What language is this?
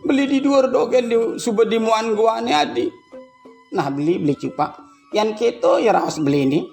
Balinese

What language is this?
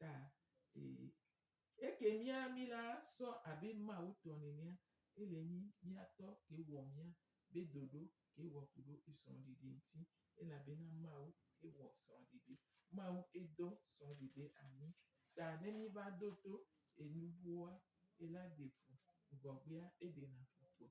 Gen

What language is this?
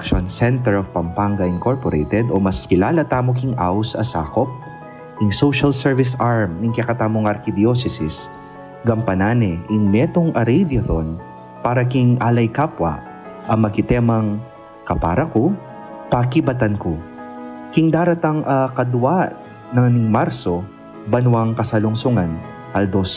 Pampanga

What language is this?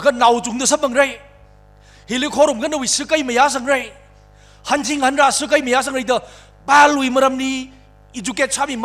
Tangkhul Naga (India)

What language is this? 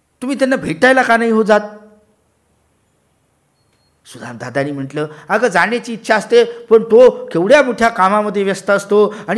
Marathi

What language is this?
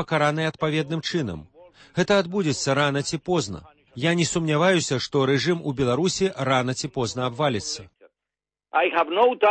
Belarusian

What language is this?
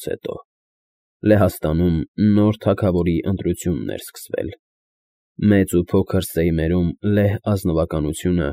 Armenian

